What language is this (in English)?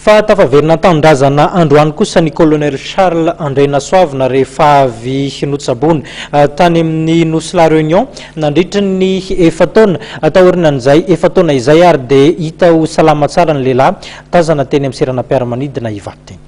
Malagasy